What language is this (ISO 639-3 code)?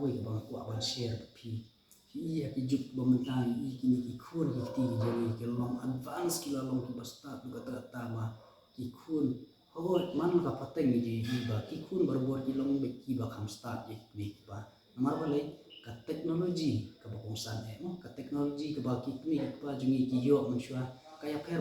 kha